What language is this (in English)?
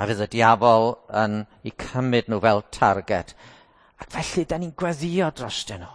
Welsh